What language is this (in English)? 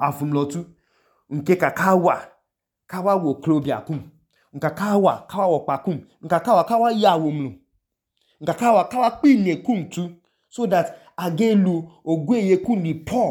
Idoma